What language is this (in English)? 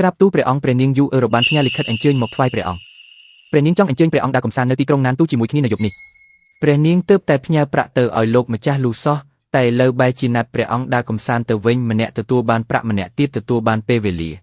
Khmer